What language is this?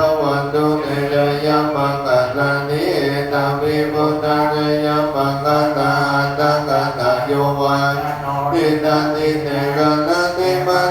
Pali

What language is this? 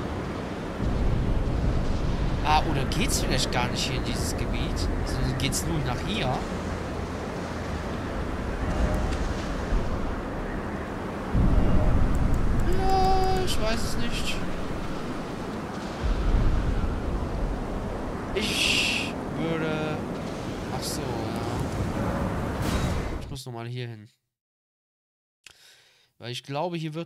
German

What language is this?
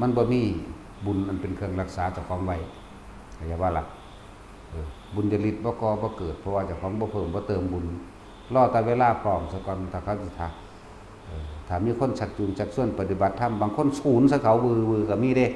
Lao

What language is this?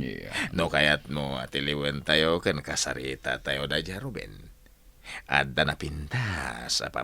Iloko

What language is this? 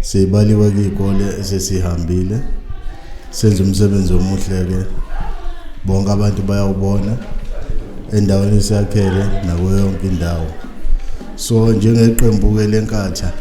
Zulu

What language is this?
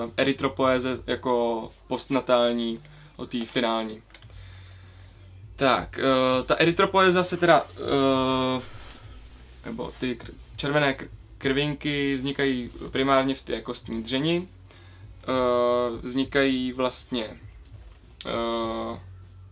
Czech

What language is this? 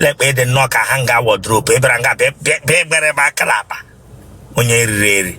Igbo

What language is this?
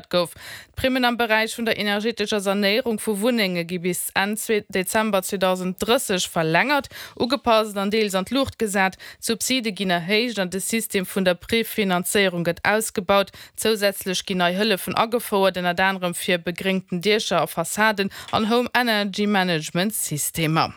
Luxembourgish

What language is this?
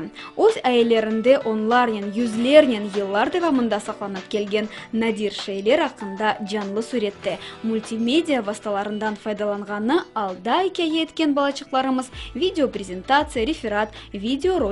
Crimean Tatar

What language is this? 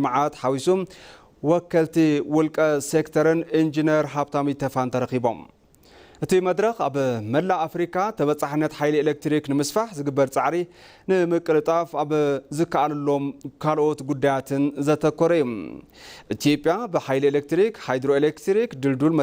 Tigrinya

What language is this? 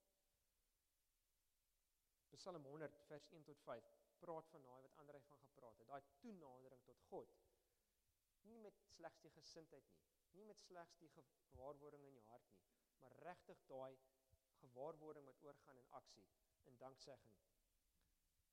Afrikaans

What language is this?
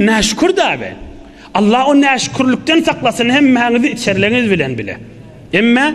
Turkmen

